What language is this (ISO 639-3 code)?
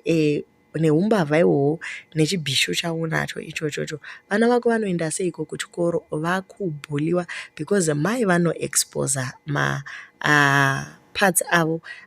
sna